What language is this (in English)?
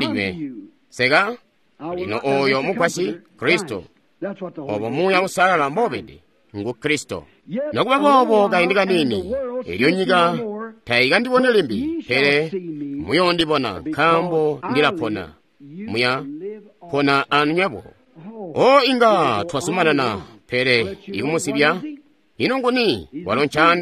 Tonga (Zambia)